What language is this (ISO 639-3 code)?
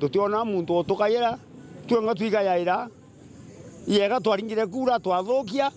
mer